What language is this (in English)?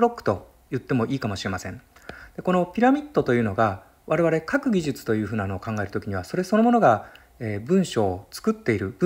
Japanese